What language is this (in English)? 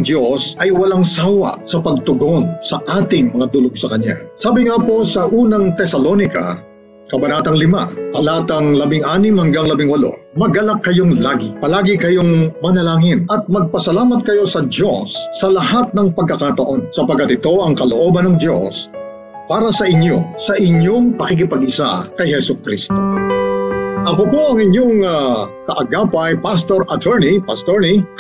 Filipino